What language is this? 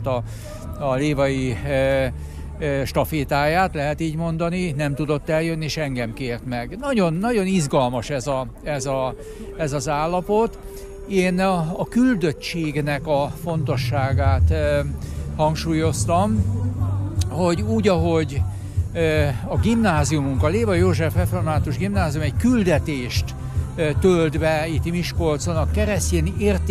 Hungarian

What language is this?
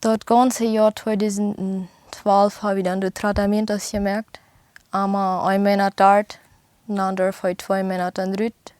Plautdietsch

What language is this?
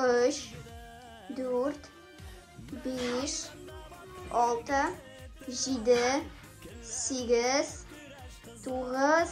Tatar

